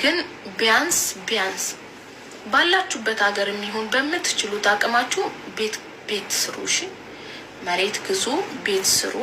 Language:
Amharic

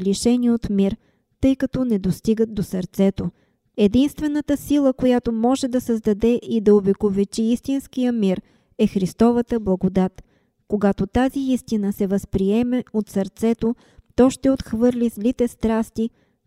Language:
Bulgarian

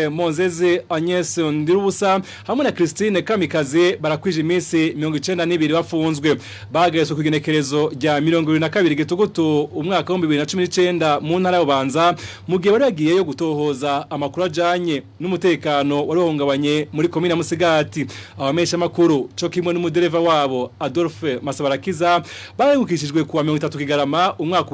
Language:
Rundi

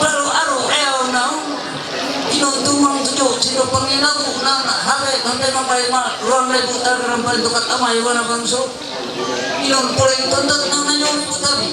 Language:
Ma'anyan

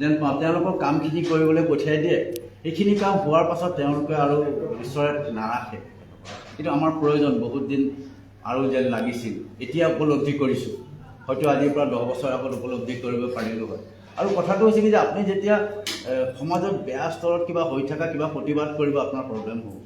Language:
Assamese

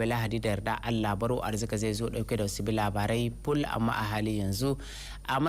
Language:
Hausa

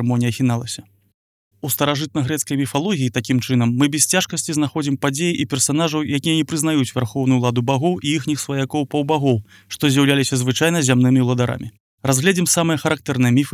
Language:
Belarusian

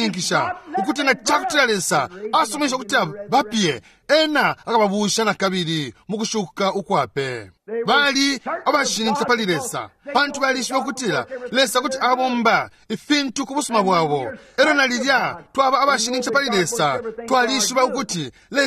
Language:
Bemba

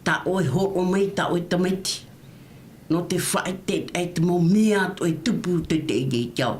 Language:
Tahitian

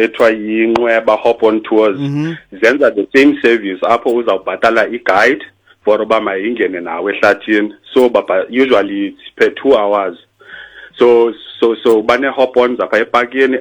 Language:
Xhosa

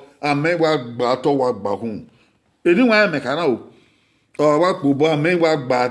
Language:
Bini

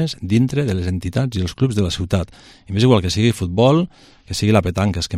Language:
Catalan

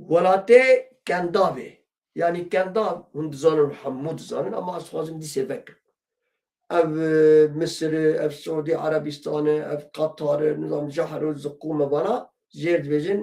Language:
Kurdish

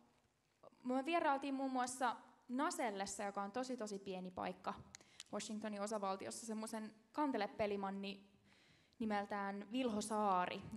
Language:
Finnish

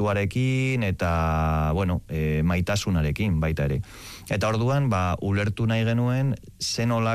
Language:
Basque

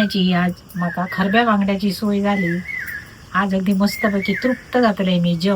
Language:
Konkani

